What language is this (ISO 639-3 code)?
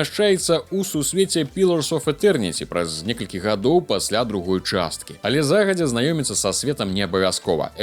bel